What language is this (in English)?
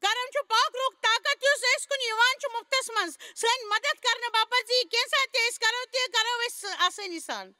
Kashmiri